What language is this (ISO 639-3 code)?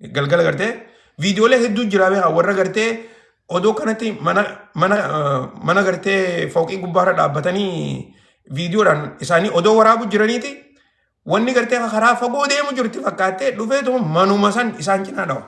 orm